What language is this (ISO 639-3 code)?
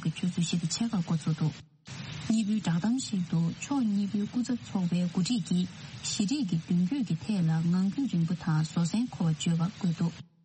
bod